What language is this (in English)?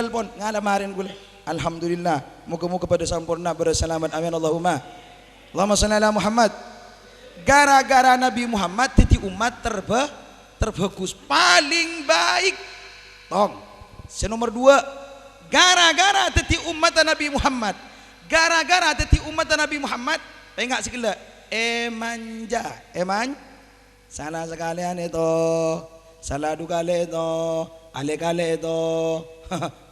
Madurese